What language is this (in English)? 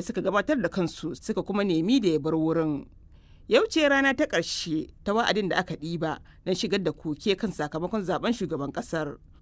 Hausa